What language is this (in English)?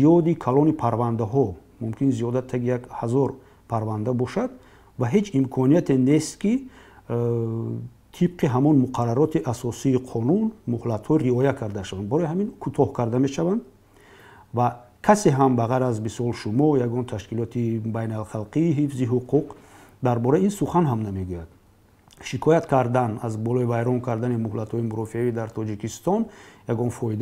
Tajik